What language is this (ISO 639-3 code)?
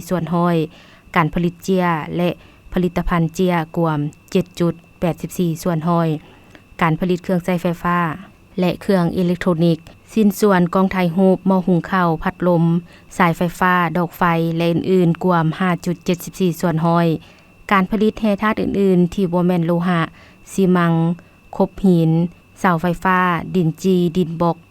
lao